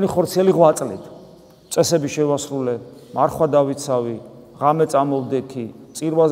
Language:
Georgian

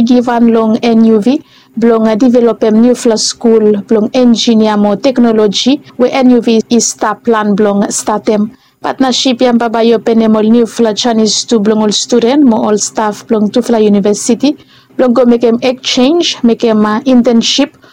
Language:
Bislama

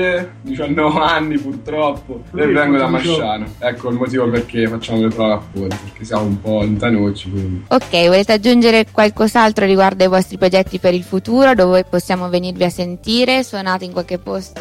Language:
Italian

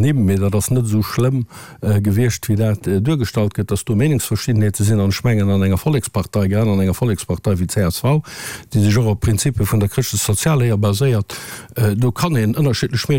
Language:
Luxembourgish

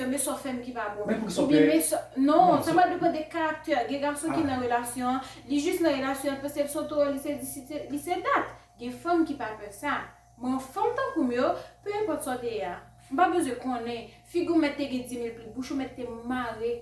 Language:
Haitian Creole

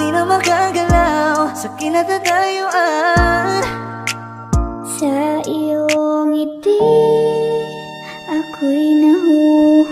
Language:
Filipino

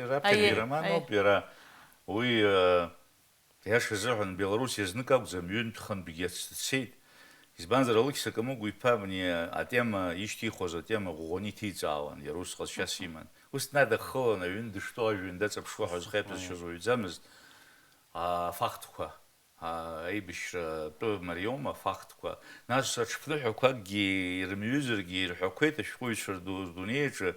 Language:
Abkhazian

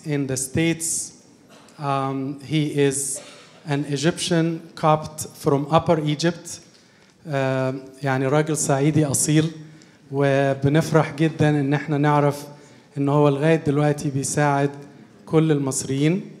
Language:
Egyptian Arabic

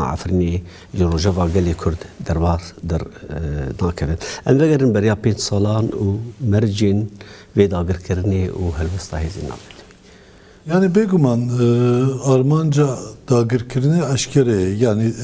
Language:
Kurdish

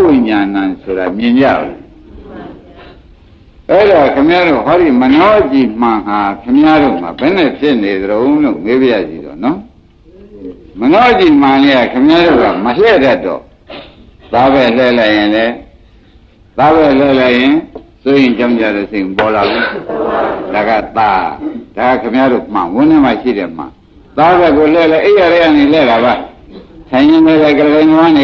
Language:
Burmese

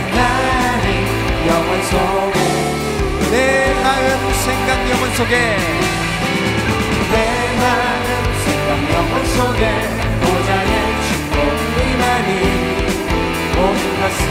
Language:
Korean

